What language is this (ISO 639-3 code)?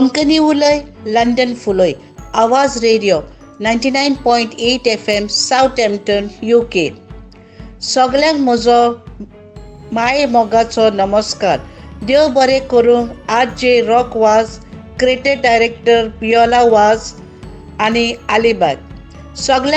kok